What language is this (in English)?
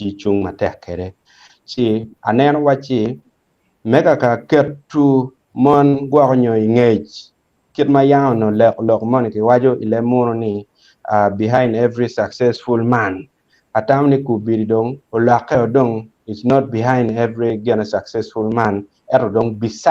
Acoli